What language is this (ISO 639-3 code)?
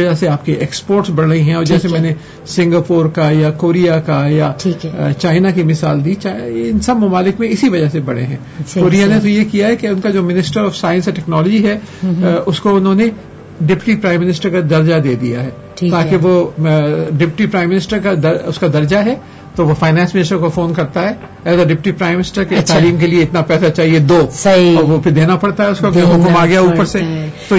urd